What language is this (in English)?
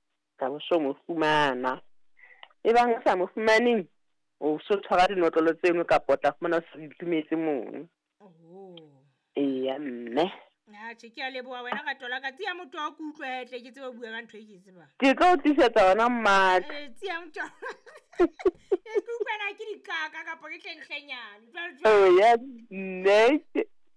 Southern Sotho